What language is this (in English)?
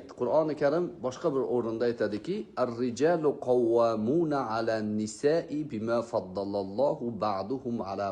Uzbek